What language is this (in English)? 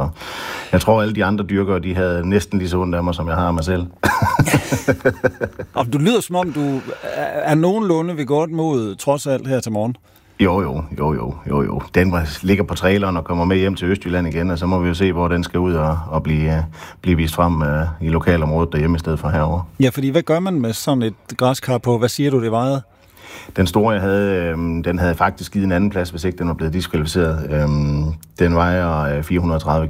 Danish